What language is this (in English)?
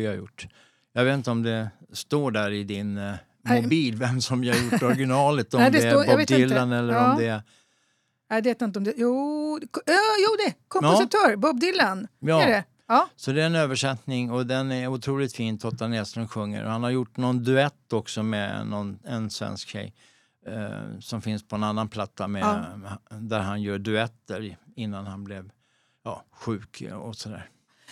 Swedish